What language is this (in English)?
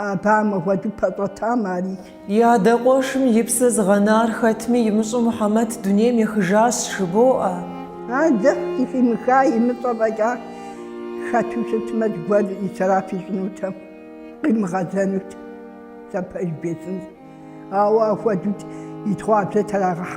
Kabardian